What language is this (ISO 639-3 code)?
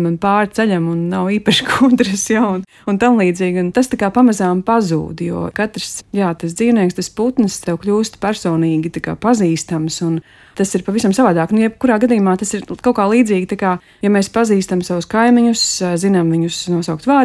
lav